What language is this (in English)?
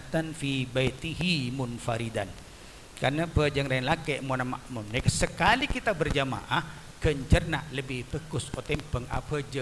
Madurese